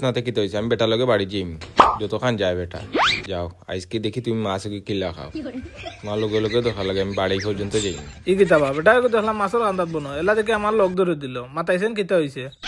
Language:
Sylheti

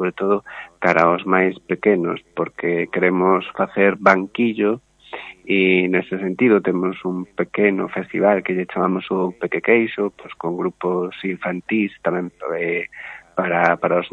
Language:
Galician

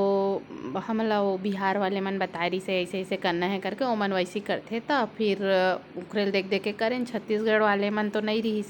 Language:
Chhattisgarhi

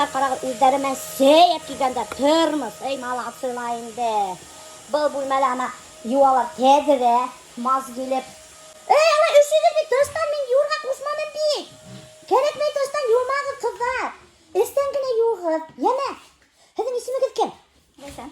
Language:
Bashkir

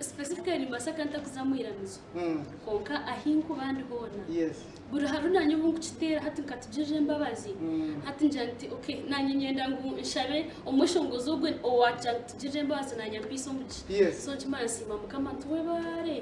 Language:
Nyankole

